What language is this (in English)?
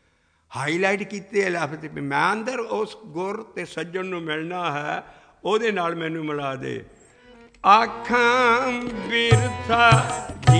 Punjabi